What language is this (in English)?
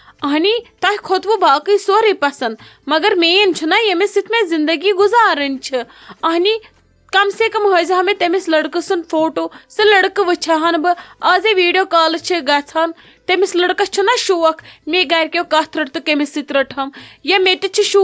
Kashmiri